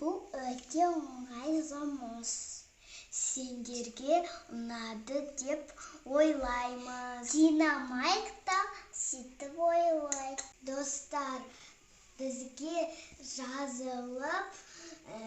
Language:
Kazakh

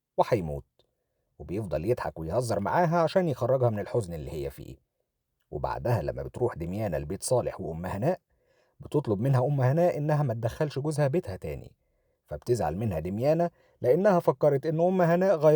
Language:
Egyptian Arabic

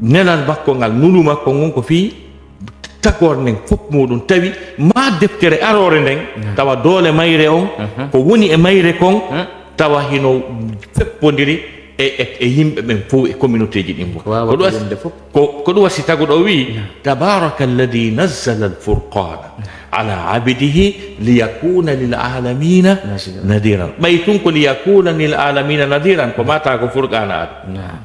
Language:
Fula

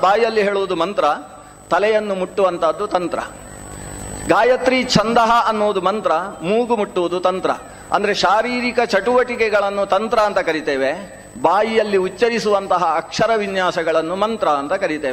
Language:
Kannada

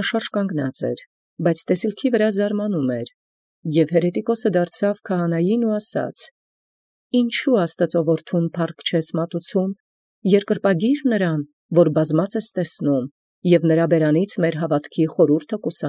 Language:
Armenian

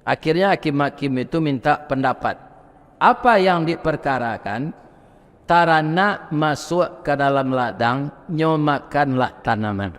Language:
Minangkabau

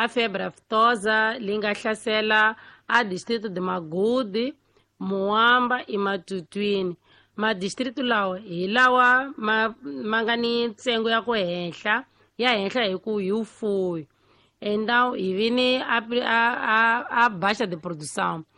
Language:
Tsonga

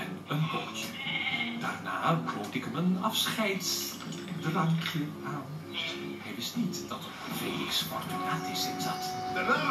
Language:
Dutch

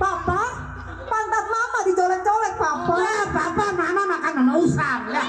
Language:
Betawi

